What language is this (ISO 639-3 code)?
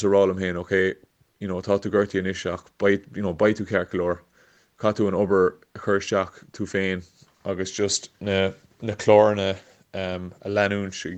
gle